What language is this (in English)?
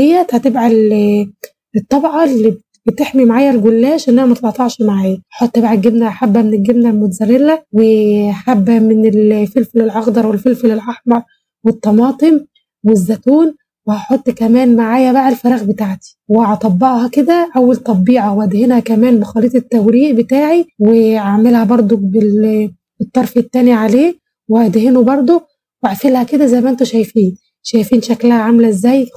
Egyptian Arabic